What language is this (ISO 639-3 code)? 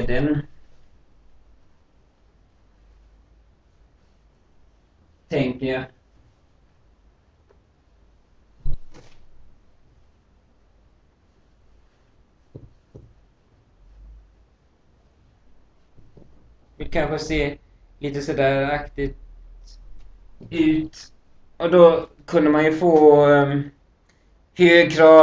swe